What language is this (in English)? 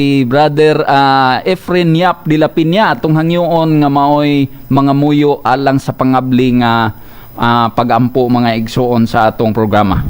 Cebuano